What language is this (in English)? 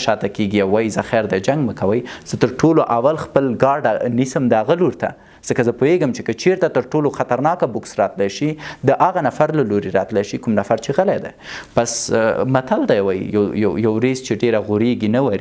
Pashto